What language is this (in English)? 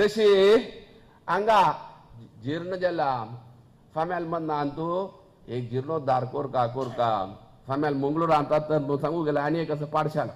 Konkani